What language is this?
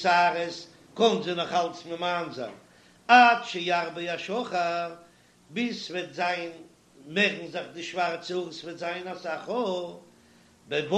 Yiddish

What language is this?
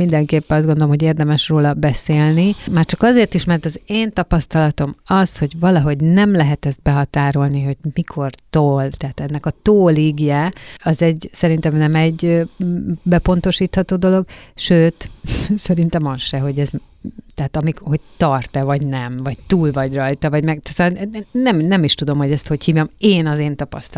Hungarian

